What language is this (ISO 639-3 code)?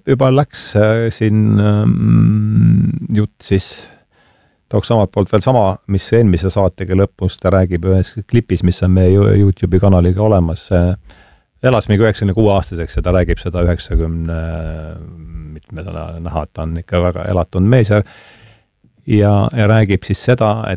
est